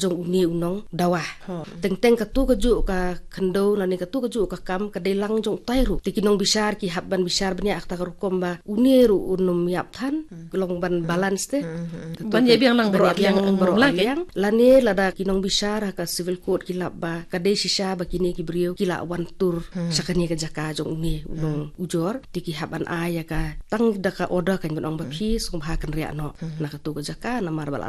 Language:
Khasi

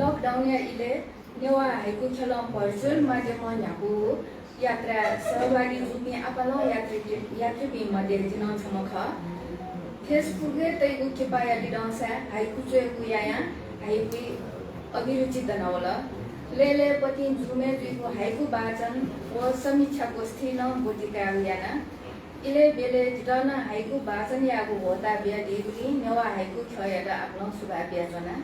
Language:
Newari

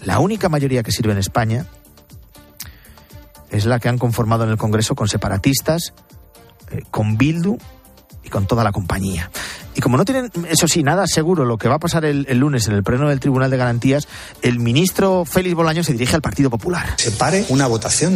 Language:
Spanish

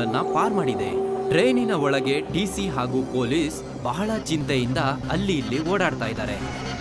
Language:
Kannada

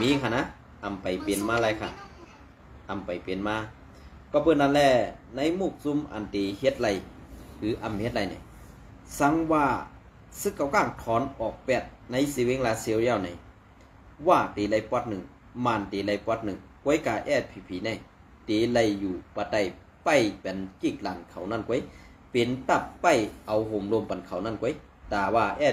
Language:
Shan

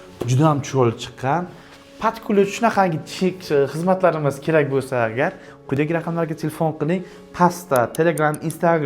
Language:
Uzbek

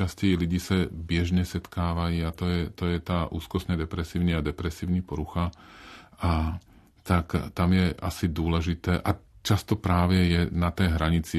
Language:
Czech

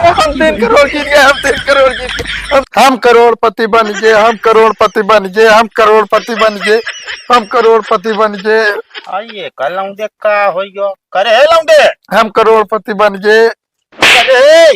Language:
Awadhi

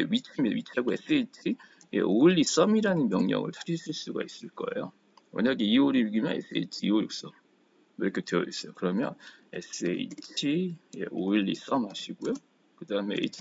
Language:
Korean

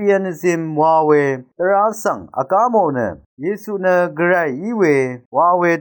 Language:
Rawang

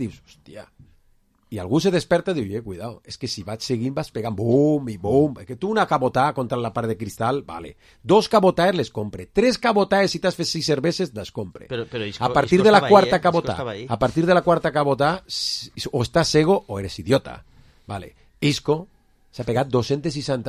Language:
Catalan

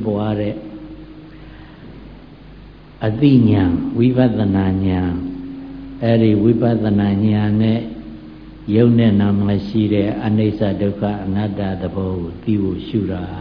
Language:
Burmese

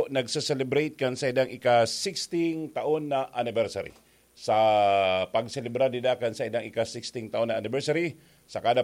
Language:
Bikol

